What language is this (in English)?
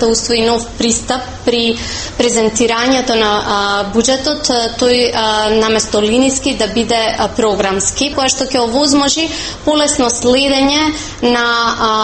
Macedonian